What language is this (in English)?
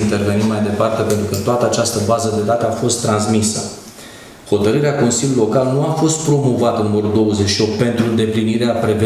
Romanian